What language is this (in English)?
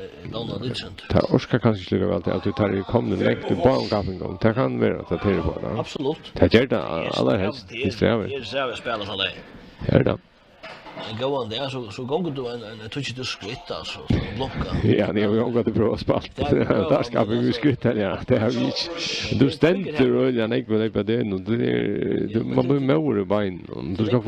Faroese